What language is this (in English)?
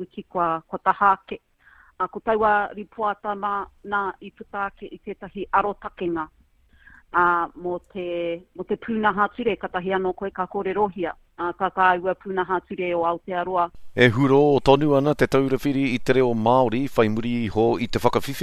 Māori